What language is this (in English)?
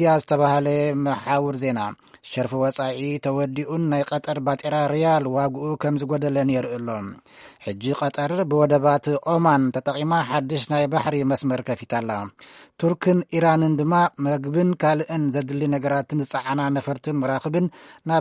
Tigrinya